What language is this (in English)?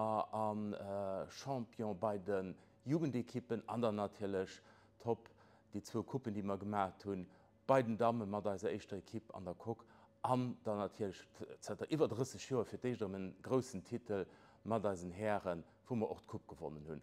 Luxembourgish